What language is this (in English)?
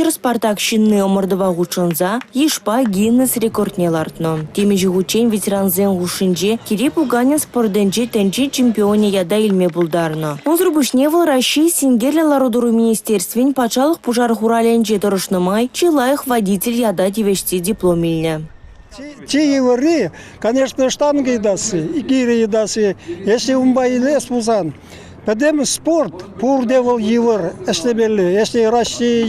Chuvash